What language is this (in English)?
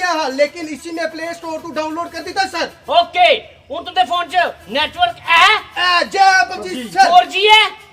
Dogri